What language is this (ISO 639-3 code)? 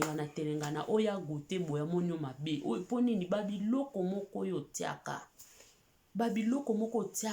lin